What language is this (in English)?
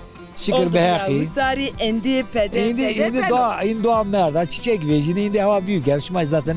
Zaza